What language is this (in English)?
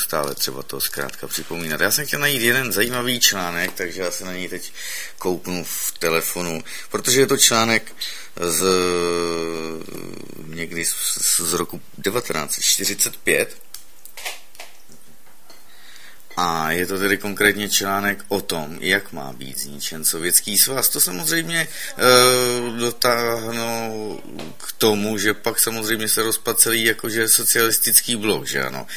Czech